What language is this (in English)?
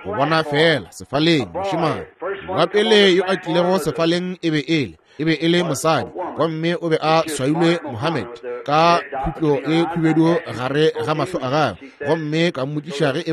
Northern Sotho